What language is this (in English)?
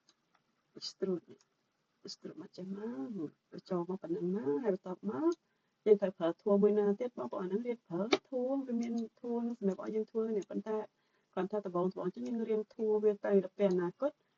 Khmer